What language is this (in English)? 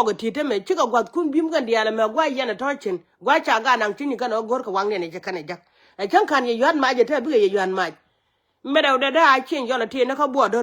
Nuer